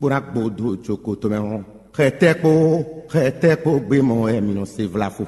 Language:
Fon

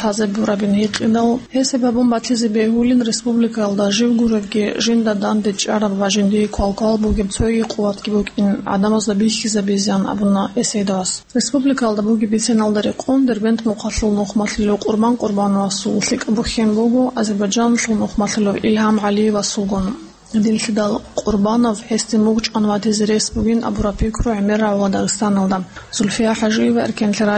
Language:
Avaric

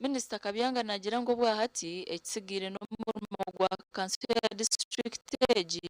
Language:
Nyankole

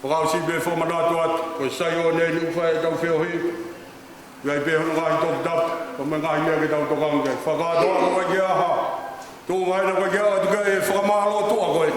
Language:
Tongan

